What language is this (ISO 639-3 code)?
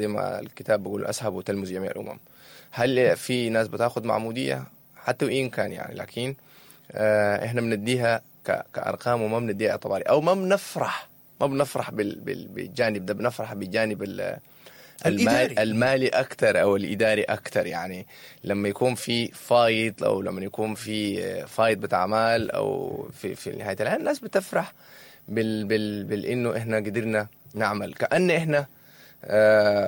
apd